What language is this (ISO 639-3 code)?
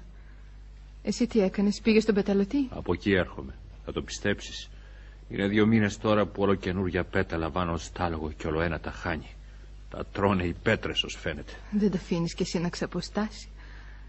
ell